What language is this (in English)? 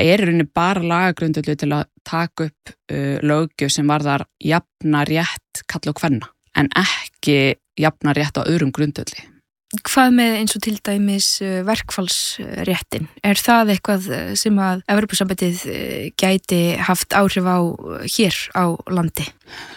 Icelandic